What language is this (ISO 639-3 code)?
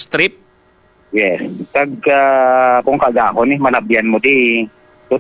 hil